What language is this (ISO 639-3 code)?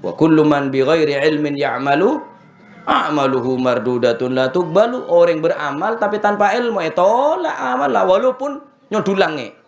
mad